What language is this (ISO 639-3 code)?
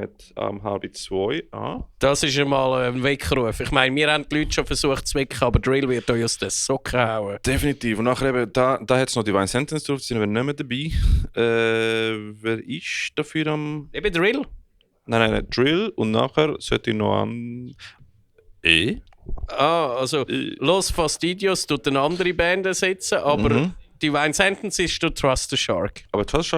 gsw